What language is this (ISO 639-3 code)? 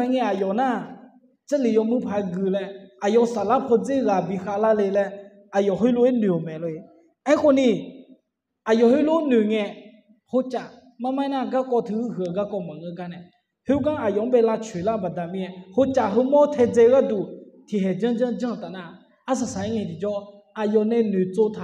ahk